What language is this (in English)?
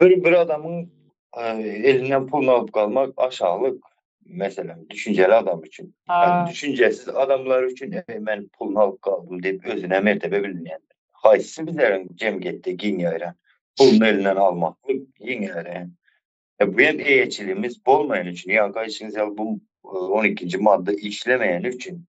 Turkmen